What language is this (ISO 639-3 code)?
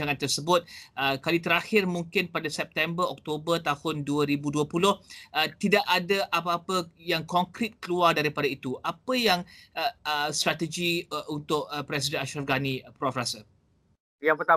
msa